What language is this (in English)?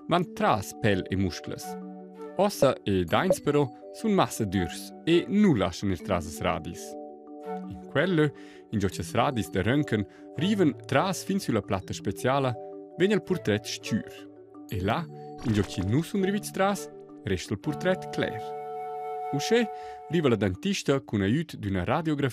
Romansh